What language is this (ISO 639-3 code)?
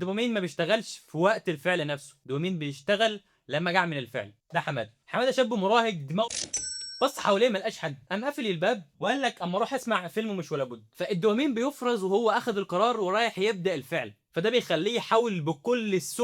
arz